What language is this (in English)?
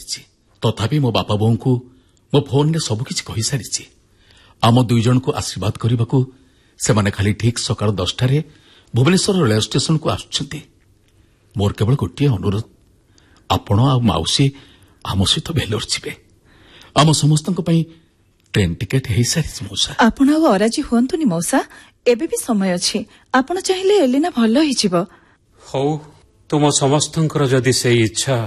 Odia